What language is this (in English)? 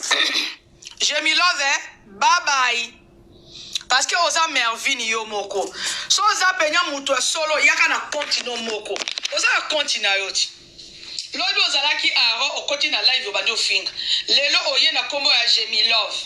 Lingala